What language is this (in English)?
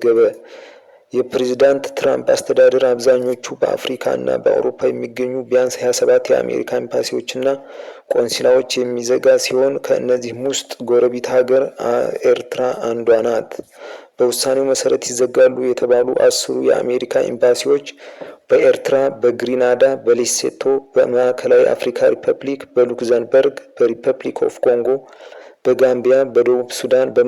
Amharic